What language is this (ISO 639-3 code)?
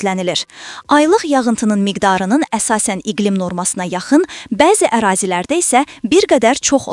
aze